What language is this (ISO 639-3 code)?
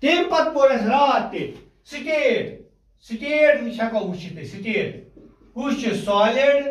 kas